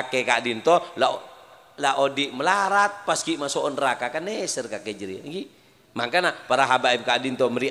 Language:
Madurese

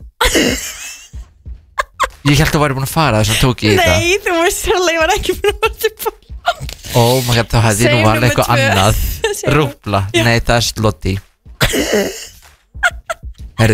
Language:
Icelandic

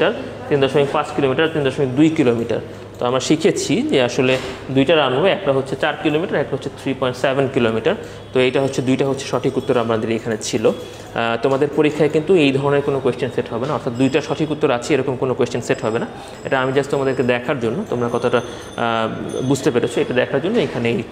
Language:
Bangla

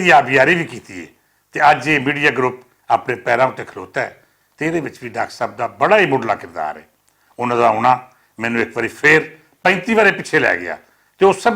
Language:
Western Panjabi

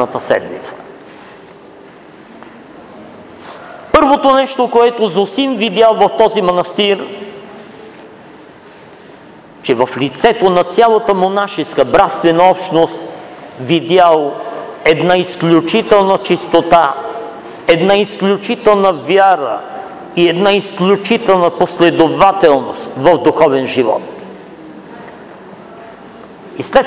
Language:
Bulgarian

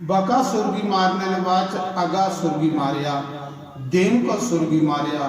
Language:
Dogri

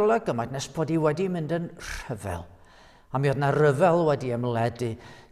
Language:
Welsh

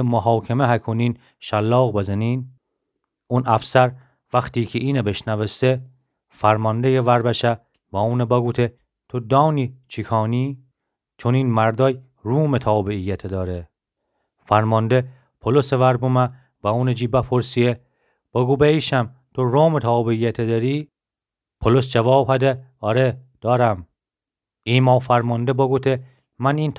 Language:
Gilaki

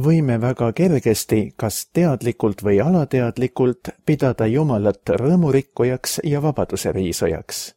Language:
Estonian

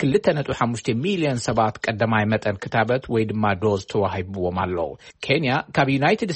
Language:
Tigrinya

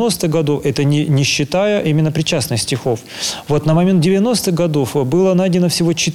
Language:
Russian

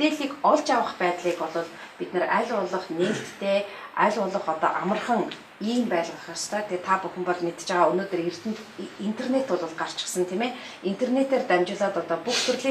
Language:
Mongolian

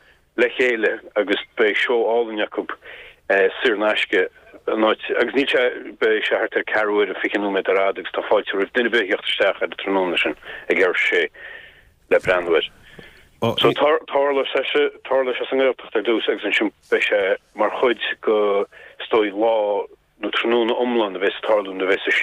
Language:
Irish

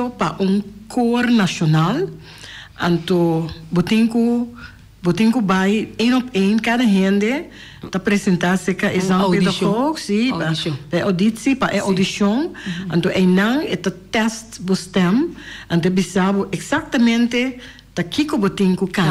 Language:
Papiamento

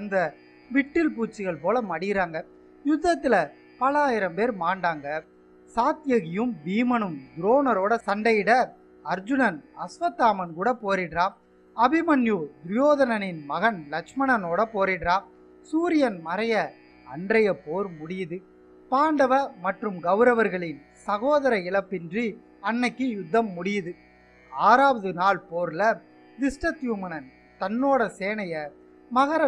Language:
Tamil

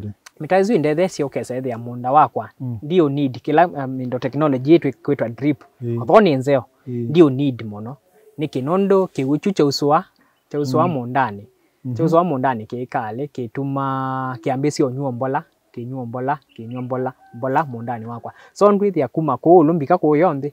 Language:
Kamba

